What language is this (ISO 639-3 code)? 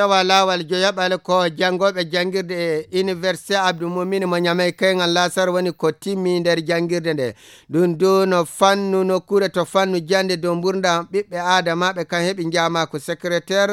fuv